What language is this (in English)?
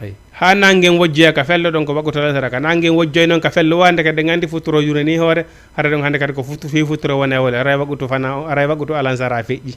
Fula